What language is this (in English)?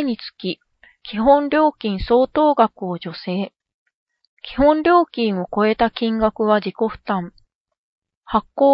Japanese